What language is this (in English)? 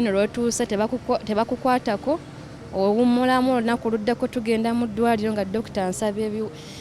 Ganda